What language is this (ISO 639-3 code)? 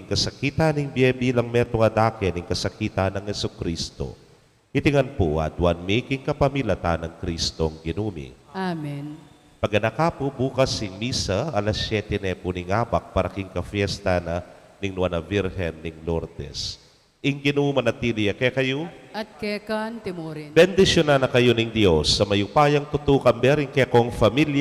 pam